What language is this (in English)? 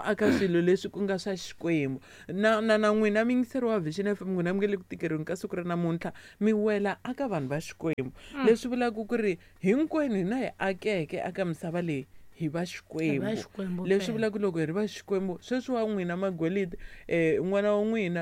Tsonga